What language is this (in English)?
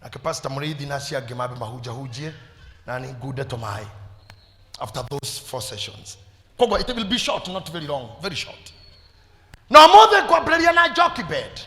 Kikuyu